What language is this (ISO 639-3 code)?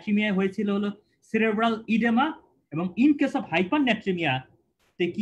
ben